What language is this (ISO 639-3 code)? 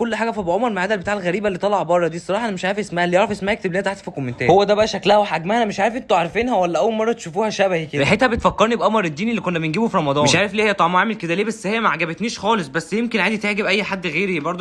arz